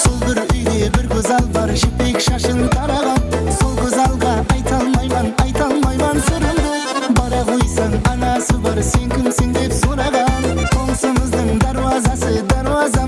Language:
Kara-Kalpak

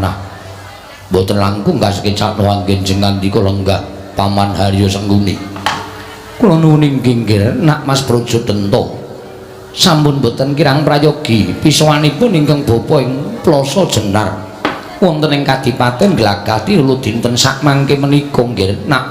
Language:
Javanese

